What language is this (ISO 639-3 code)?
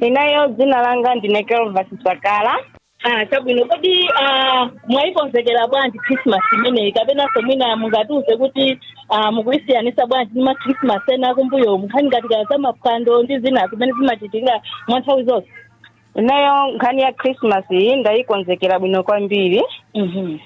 nya